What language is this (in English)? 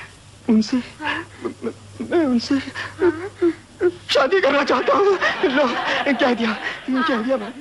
Hindi